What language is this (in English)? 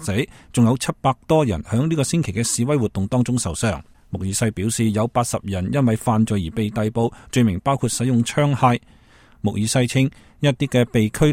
Cantonese